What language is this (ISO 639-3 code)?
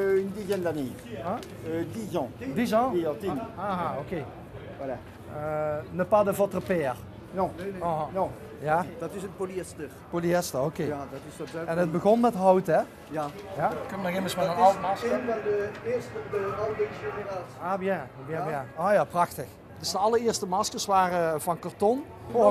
lim